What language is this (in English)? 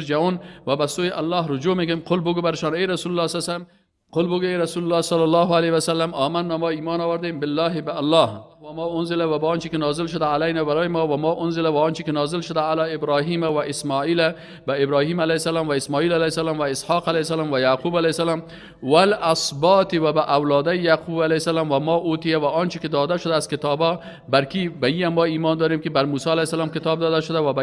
Persian